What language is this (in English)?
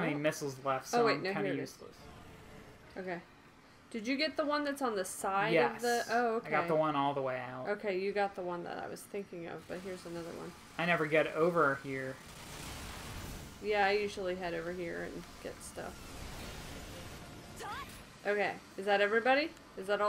English